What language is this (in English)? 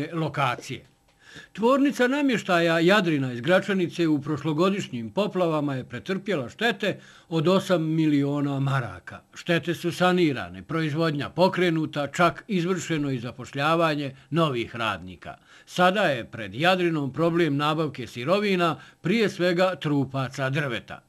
Bosnian